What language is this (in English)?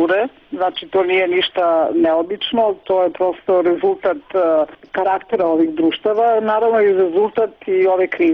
Serbian